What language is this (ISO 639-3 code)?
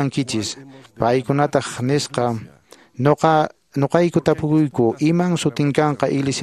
que